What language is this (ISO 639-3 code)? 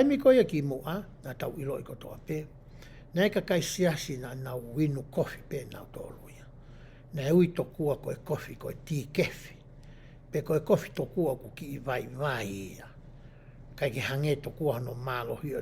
ton